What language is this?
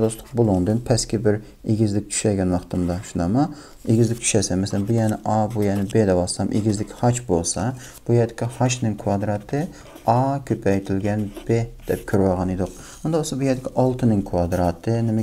Uyghur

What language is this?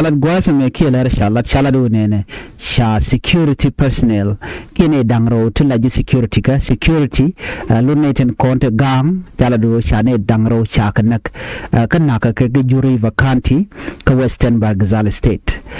Nuer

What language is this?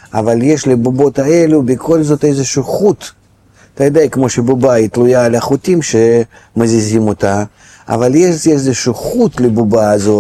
Hebrew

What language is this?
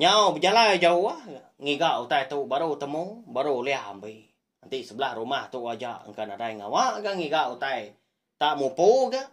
Iban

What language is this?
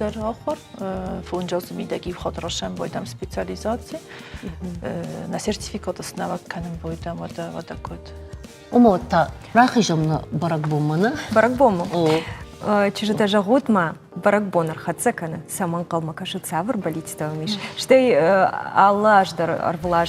Ossetic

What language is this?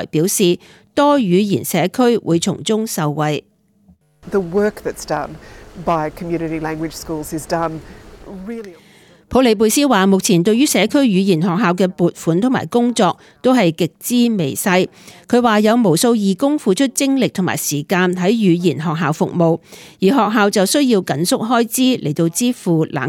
Cantonese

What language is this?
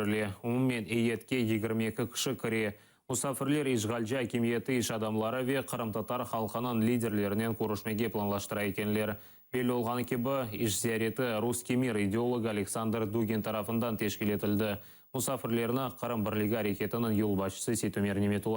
Crimean Tatar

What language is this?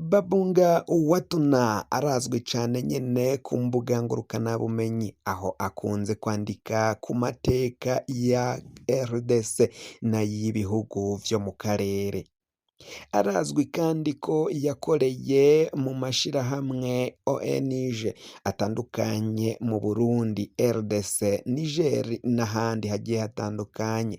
Rundi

